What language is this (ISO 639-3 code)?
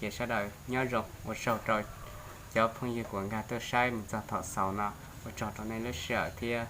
hmn